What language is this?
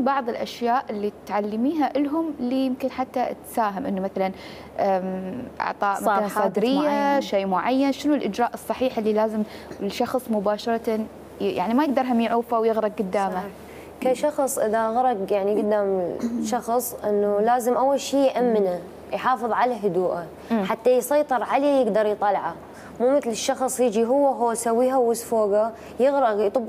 Mesopotamian Arabic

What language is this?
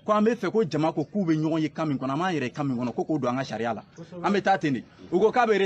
Bambara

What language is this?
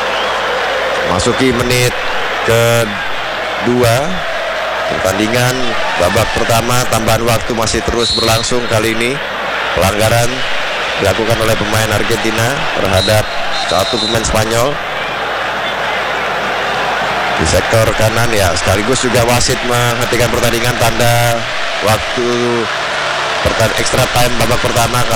Indonesian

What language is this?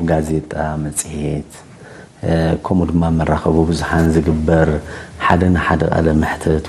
Tigrinya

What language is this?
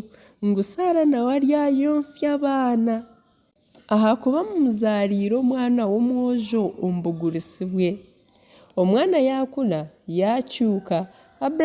Nyankole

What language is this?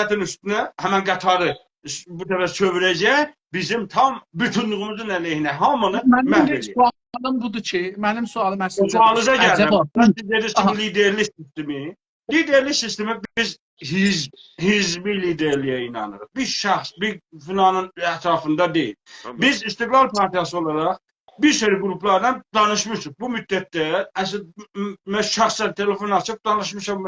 South Azerbaijani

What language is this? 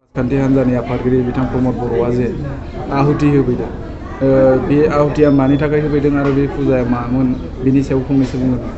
Bodo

